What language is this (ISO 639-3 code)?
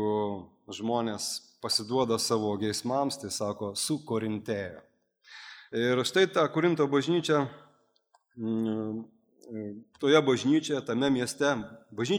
lit